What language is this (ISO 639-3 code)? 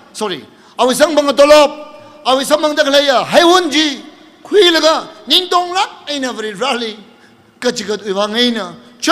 nmf